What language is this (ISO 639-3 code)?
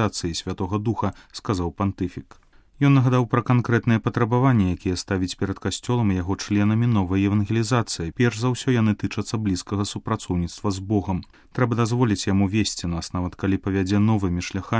bel